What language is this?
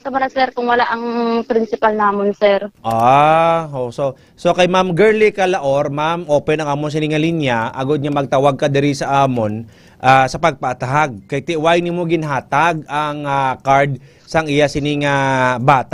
Hiligaynon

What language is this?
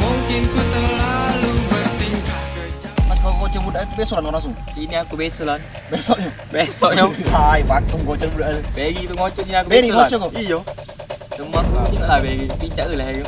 Musi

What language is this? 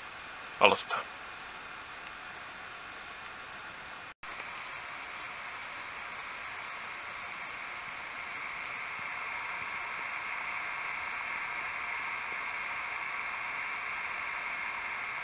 Finnish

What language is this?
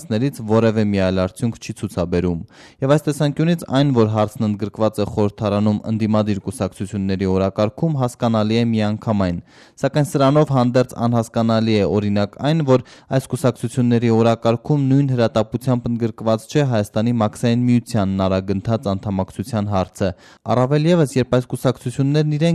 Armenian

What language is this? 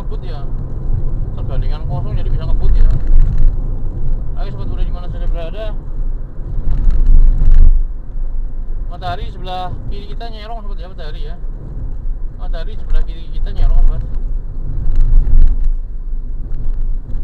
Indonesian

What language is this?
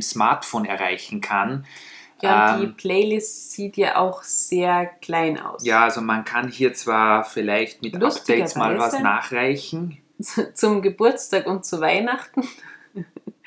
German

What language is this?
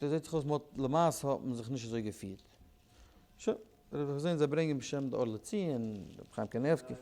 Yiddish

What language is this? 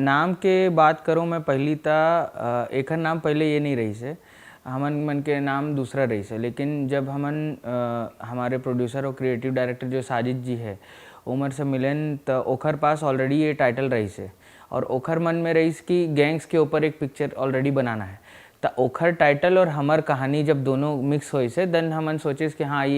Chhattisgarhi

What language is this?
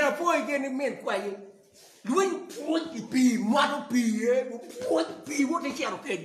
Acoli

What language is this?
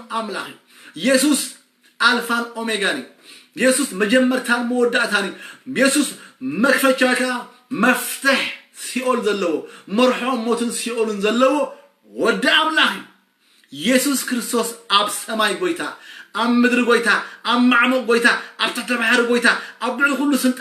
Tigrinya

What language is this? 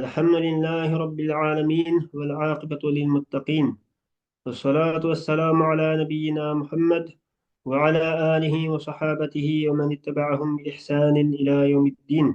Uyghur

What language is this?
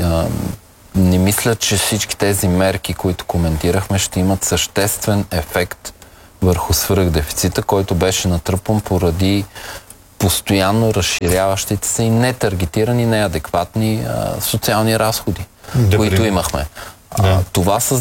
Bulgarian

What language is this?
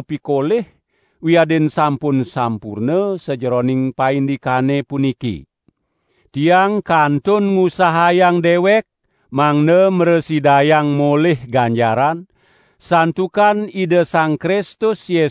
Balinese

